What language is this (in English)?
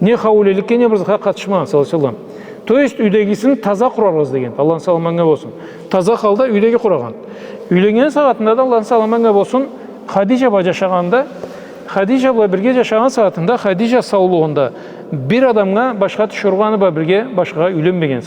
Karachay-Balkar